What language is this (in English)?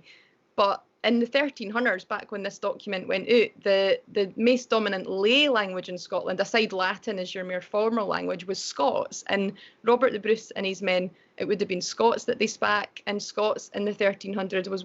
Scots